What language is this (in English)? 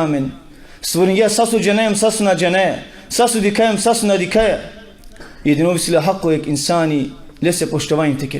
Balkan Romani